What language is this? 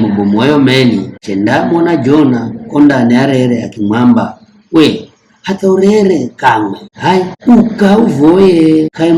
Giryama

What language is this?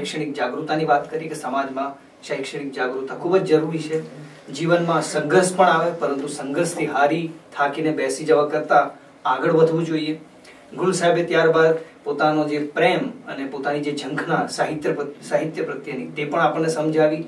Gujarati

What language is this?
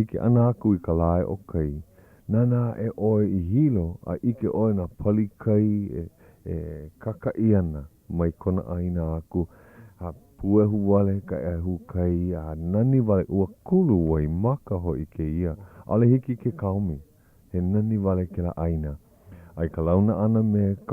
Hawaiian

